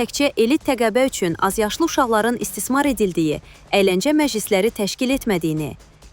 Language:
Azerbaijani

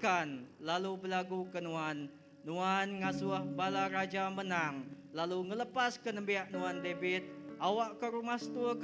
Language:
Iban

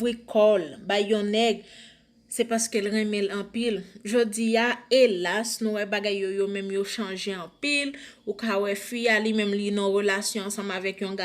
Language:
Haitian Creole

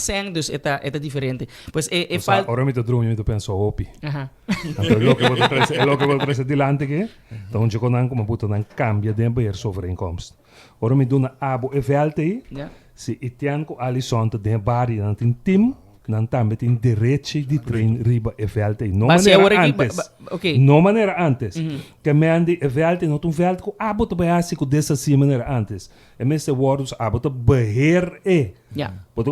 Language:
Papiamento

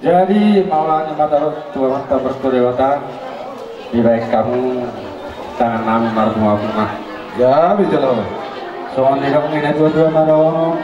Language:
Batak Toba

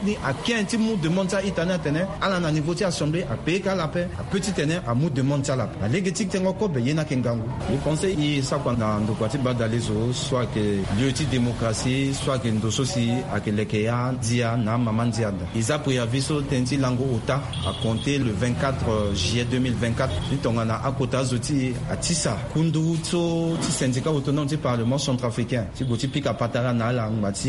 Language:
Sango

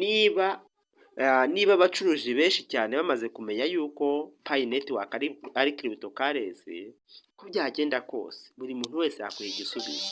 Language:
Kinyarwanda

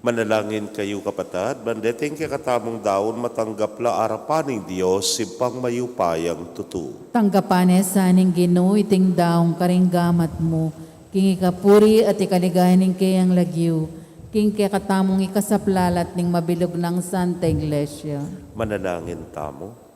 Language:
Pampanga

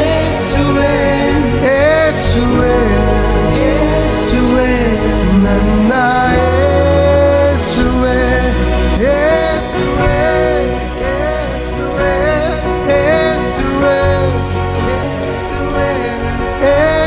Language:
Kannada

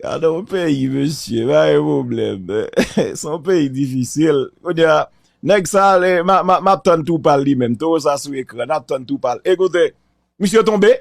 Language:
Haitian Creole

